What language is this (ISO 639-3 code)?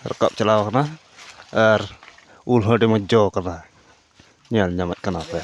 sat